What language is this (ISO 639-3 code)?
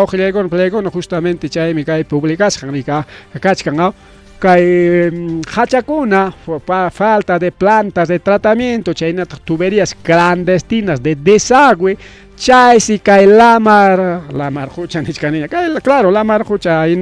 quy